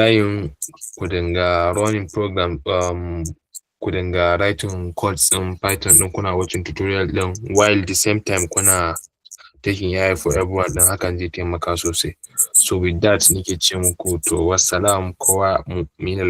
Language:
Hausa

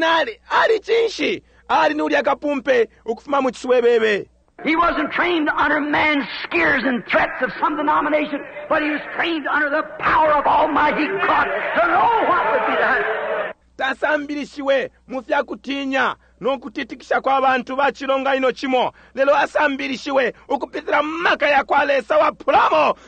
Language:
Bemba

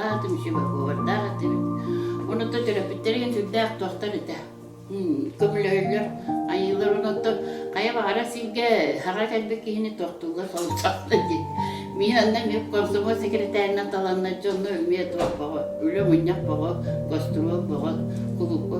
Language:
Yakut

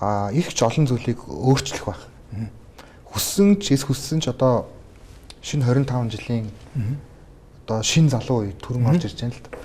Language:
Mongolian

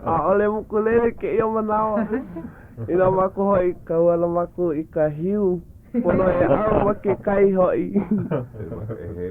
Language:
Hawaiian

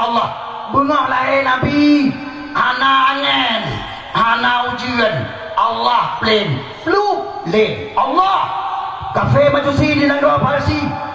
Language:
Achinese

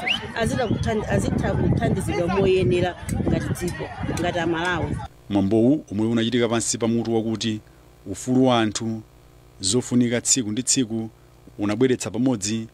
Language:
Nyanja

